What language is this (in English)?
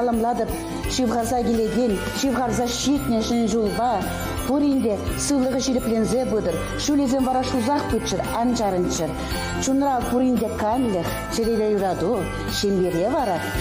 Chuvash